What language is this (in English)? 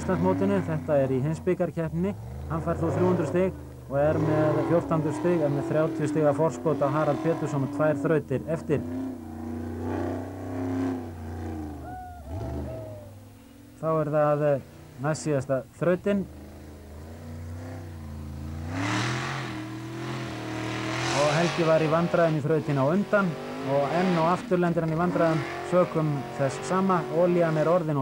Icelandic